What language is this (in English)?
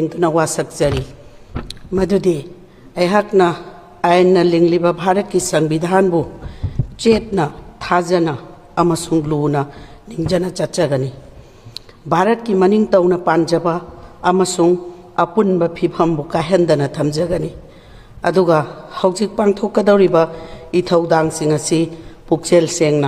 Manipuri